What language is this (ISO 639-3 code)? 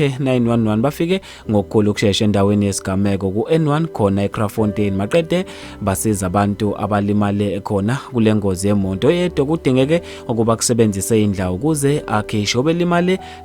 zul